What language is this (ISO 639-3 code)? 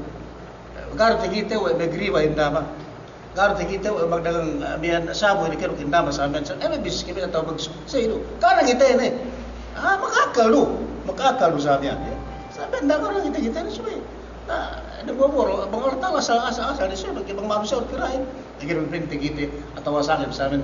yka